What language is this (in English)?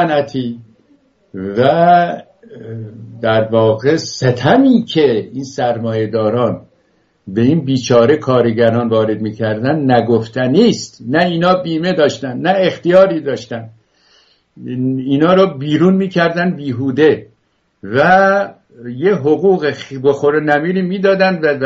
Persian